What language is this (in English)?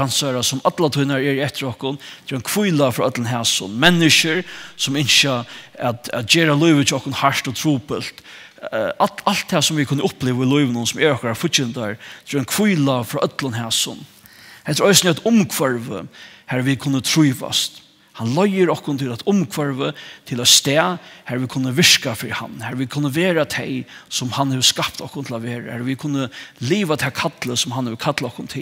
Faroese